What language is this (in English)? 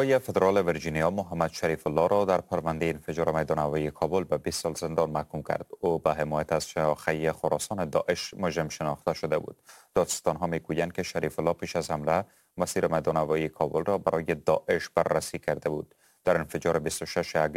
Persian